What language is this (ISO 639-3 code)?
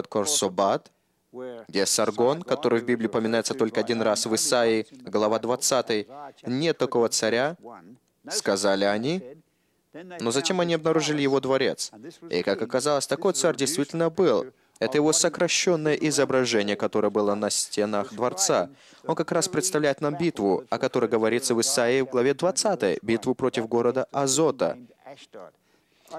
rus